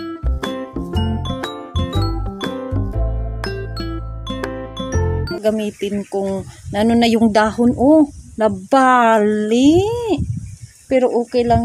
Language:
Filipino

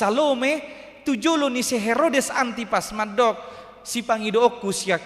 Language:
Batak Toba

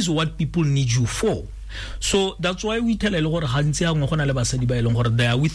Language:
Tswana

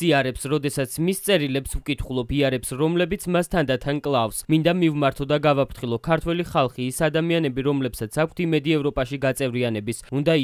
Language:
Georgian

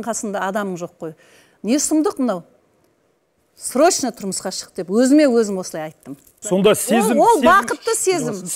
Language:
Kazakh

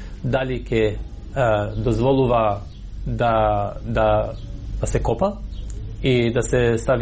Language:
Macedonian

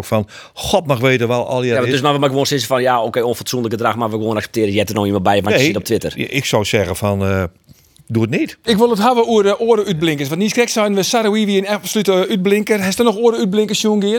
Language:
Western Frisian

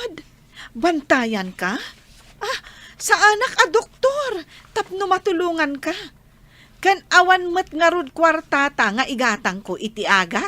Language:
Iloko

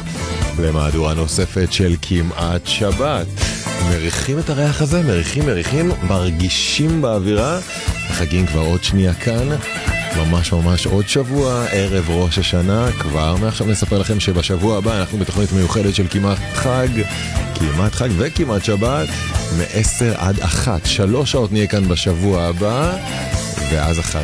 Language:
Hebrew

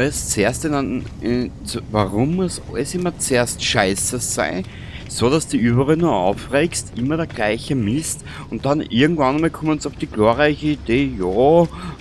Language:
Bavarian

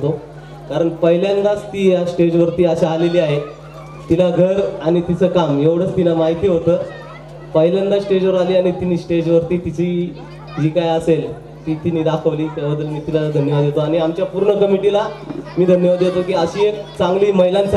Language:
Marathi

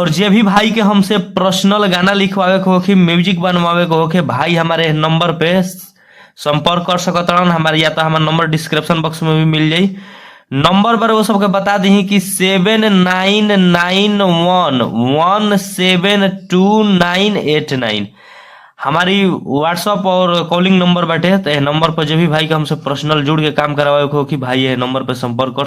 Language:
Bhojpuri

